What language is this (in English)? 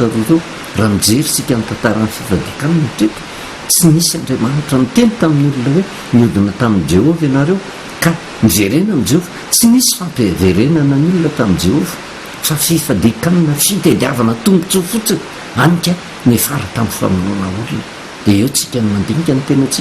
Malagasy